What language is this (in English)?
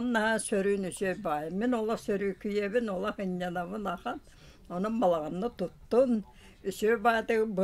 Yakut